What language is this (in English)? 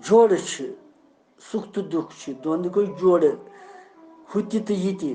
Kashmiri